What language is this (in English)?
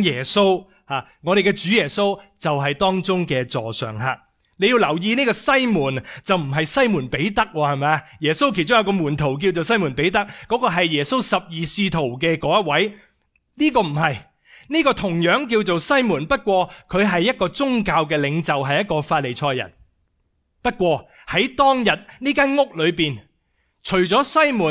Cantonese